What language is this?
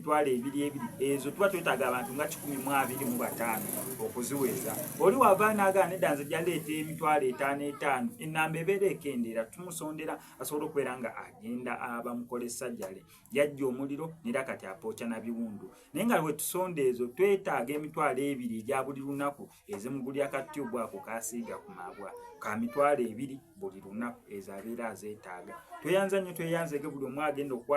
Ganda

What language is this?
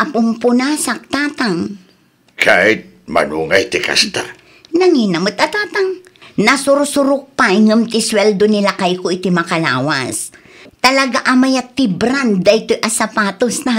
Iloko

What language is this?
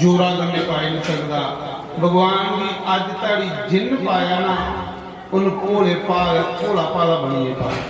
Dogri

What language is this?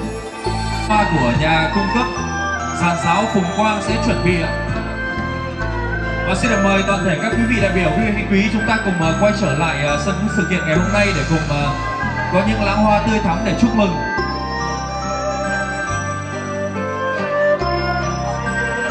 Vietnamese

